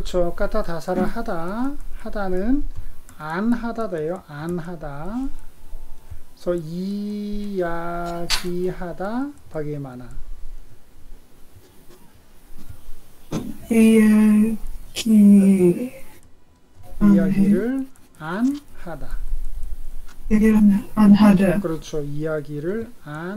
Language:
Korean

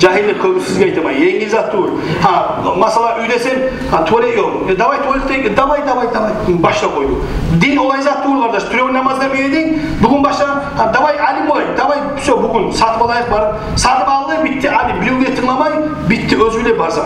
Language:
Kumyk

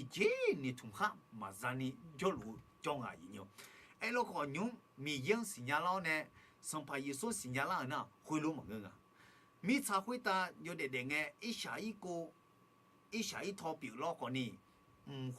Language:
Akha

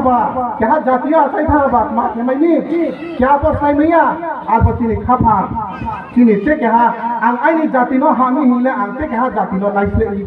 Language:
Kok Borok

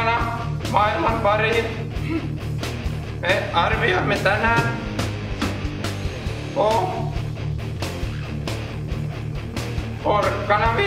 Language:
Finnish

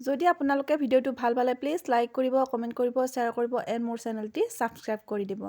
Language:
Assamese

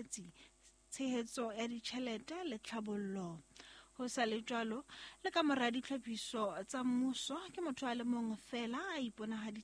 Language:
Southern Sotho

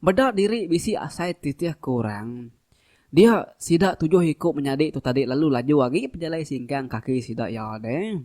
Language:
Iban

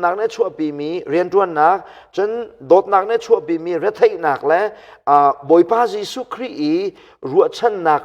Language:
Hakha Chin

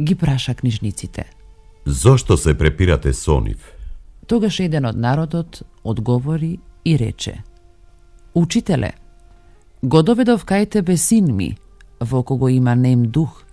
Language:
Macedonian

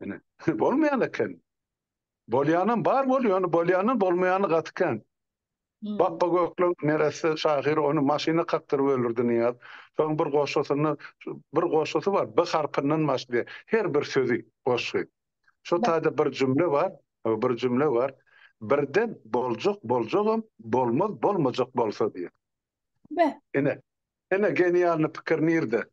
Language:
Turkmen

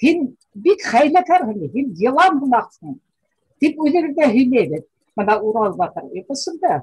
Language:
Bashkir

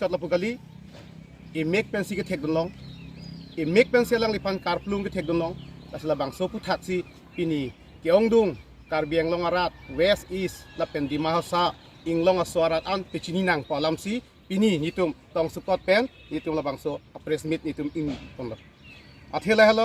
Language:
Karbi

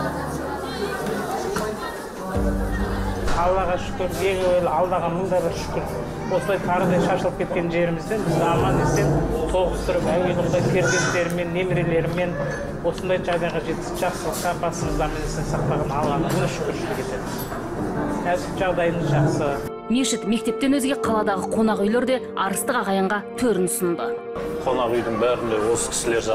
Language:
Kazakh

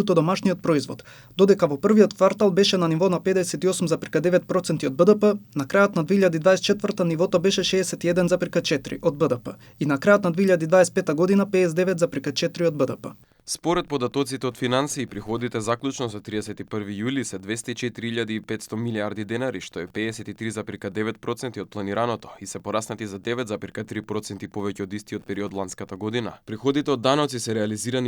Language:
Macedonian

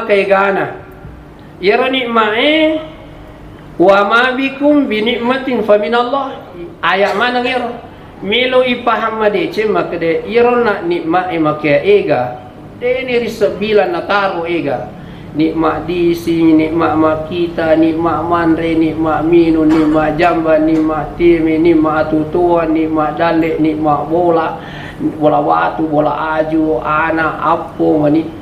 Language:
Buginese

